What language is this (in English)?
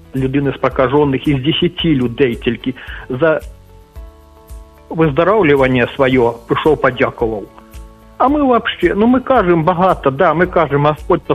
Ukrainian